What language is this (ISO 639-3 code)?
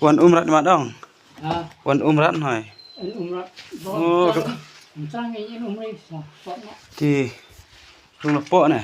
kha